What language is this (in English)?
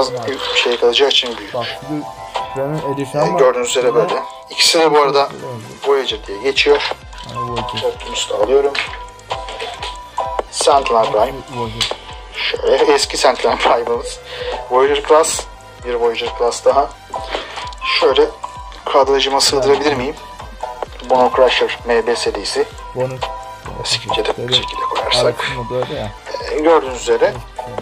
Turkish